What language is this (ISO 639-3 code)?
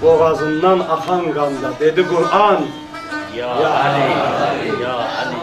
azb